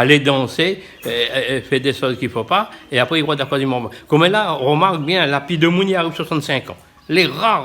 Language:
Réunion Creole French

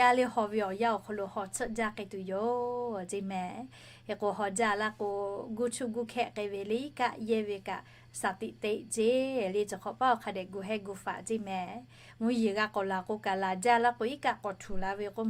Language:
Lahu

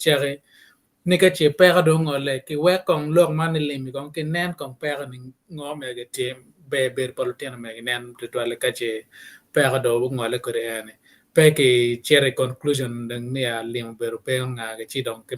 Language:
Acoli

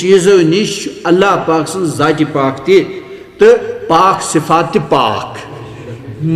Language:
Kashmiri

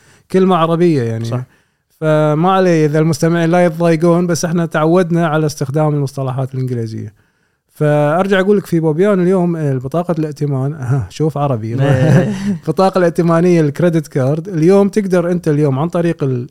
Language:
Gulf Arabic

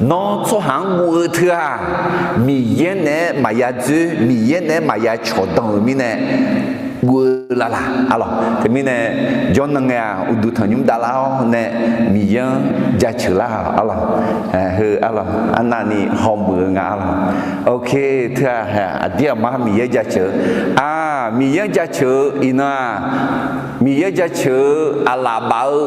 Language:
Akha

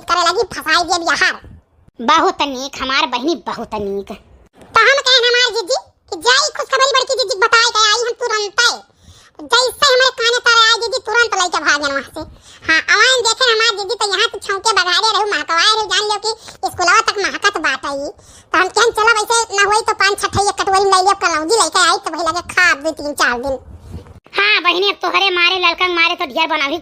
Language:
Awadhi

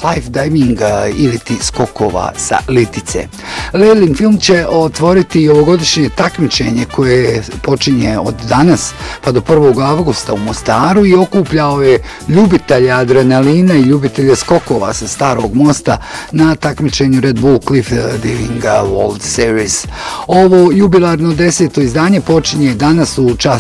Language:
Bosnian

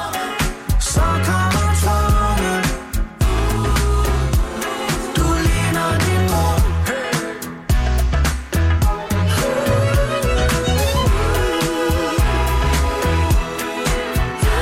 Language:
Danish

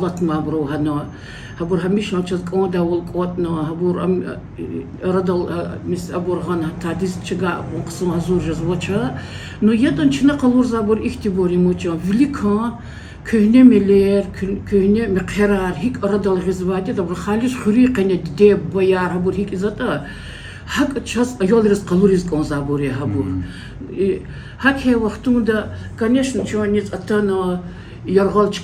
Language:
Lezghian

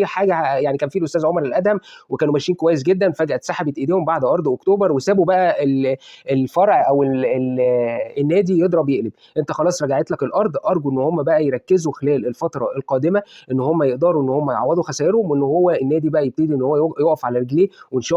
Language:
Egyptian Arabic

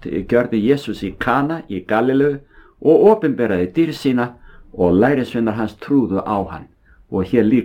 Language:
Icelandic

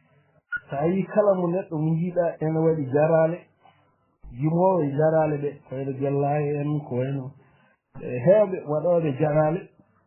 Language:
Fula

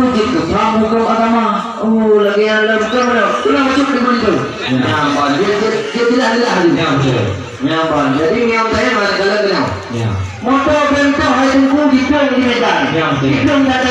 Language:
Achinese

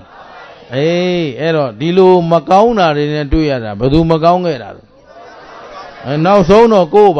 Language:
Burmese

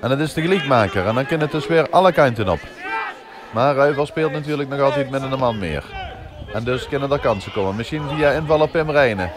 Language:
Limburgish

